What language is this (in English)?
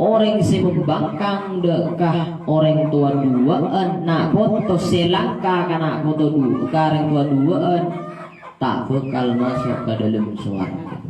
Madurese